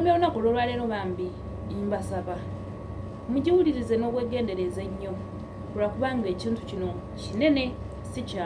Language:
Ganda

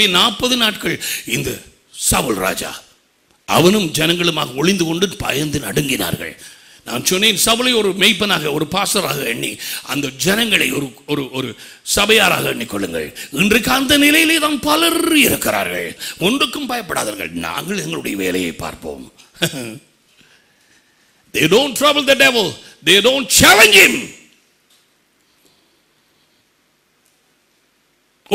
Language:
Tamil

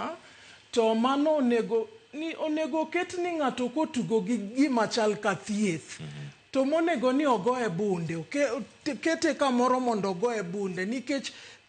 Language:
Luo (Kenya and Tanzania)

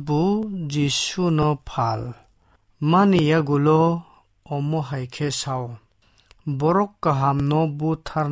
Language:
Kok Borok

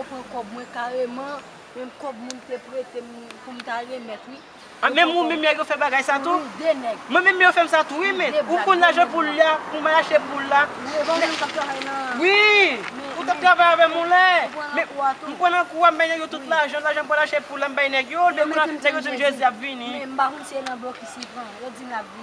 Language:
Haitian Creole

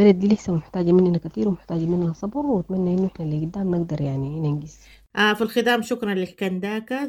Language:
Sudanese Arabic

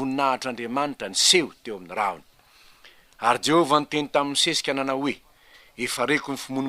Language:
Malagasy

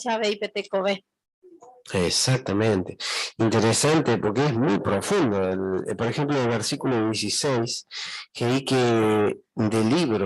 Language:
Guarani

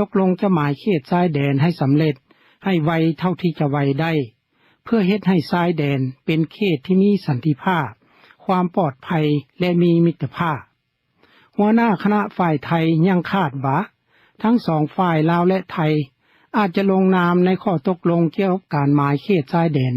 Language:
Lao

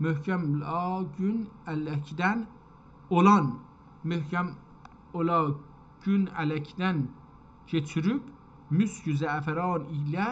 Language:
South Azerbaijani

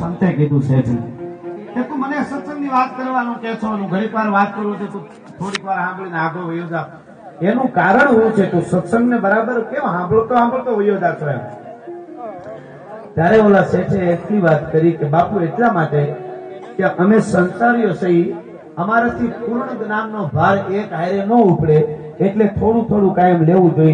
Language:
Gujarati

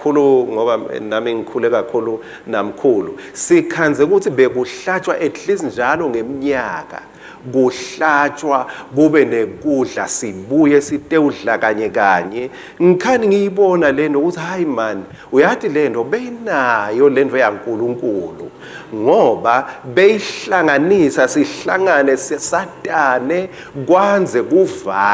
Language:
Swati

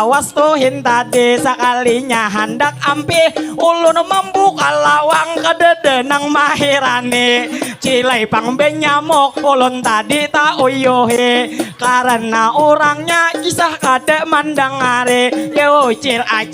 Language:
Banjar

